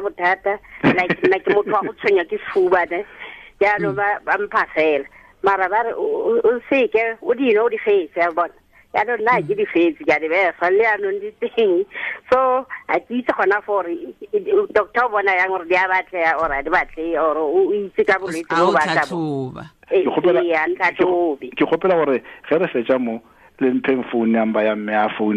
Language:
Tswana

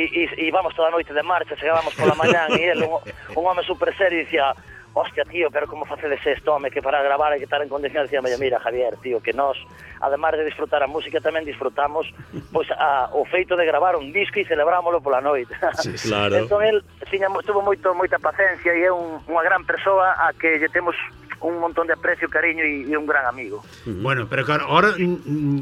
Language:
Galician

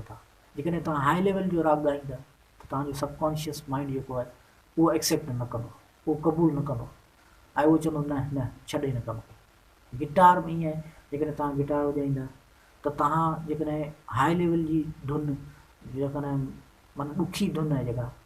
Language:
Sindhi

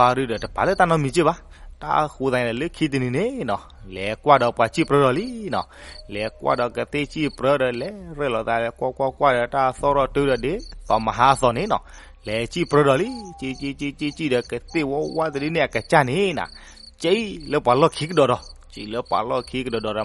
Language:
S'gaw Karen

